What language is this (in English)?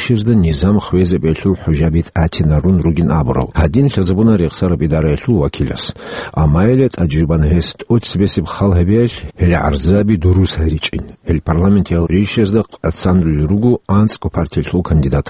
Avaric